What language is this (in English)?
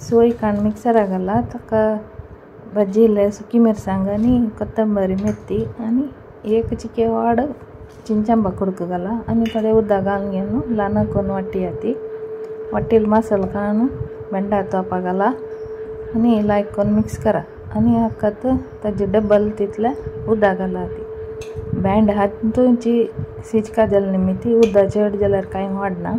Konkani